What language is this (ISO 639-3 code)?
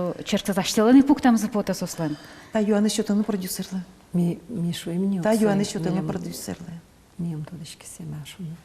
udm